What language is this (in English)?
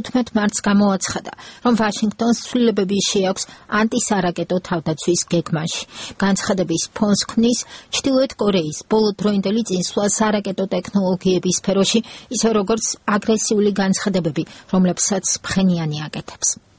Georgian